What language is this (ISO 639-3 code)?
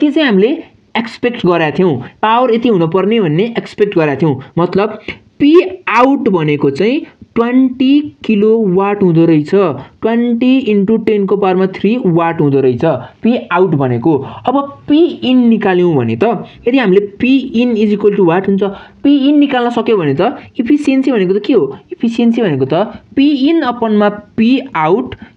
nep